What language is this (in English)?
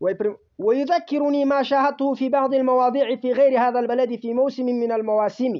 Pashto